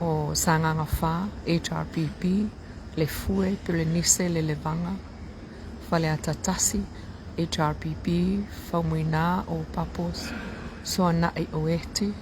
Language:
Samoan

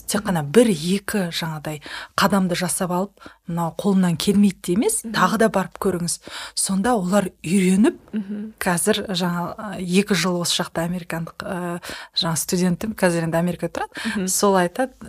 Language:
Kazakh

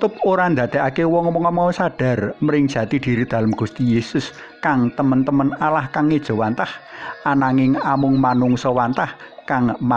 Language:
Javanese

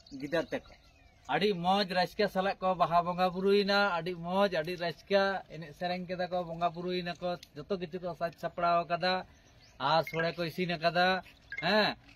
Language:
Santali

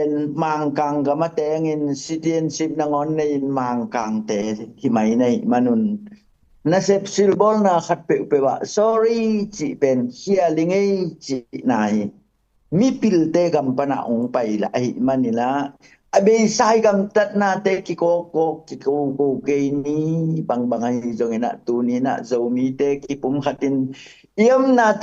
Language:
Tedim Chin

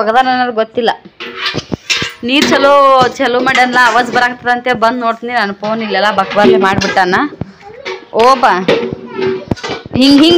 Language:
Kannada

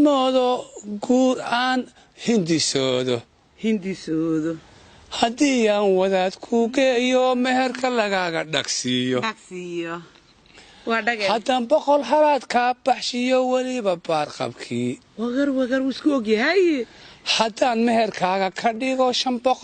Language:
Somali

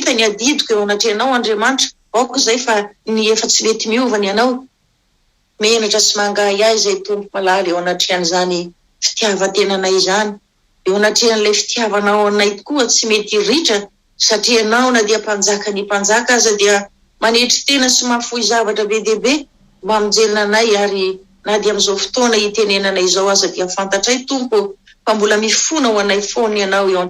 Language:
Malagasy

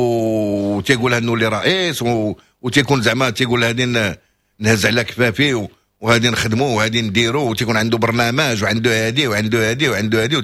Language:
Moroccan Arabic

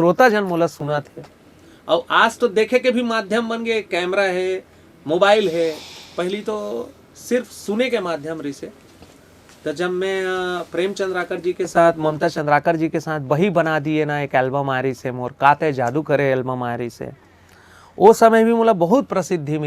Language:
Chhattisgarhi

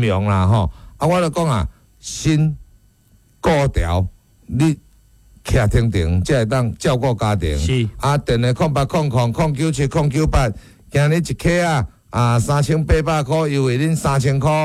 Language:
Min Nan Chinese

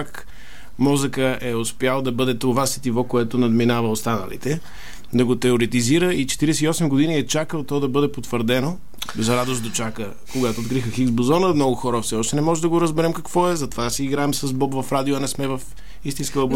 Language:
Bulgarian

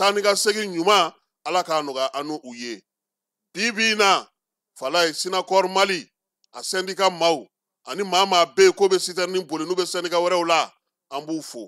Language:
Bambara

